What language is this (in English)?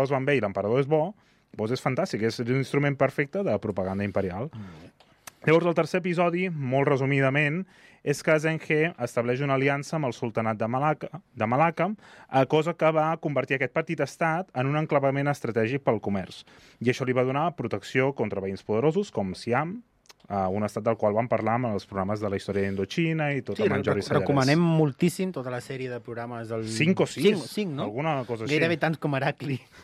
Catalan